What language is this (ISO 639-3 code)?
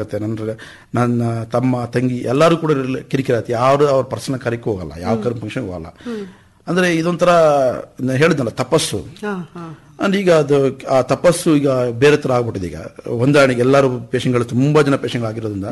kan